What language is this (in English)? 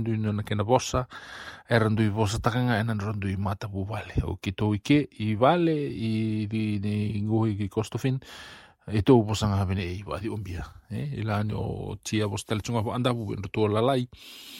Fijian